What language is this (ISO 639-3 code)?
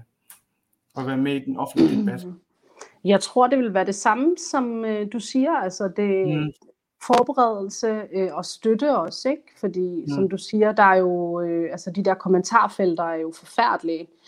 dan